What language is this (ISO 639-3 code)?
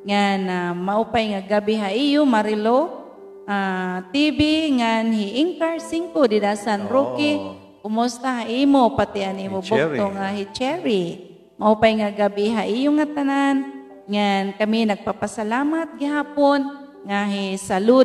war